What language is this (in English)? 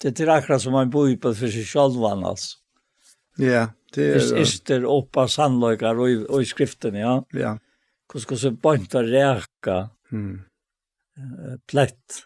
Faroese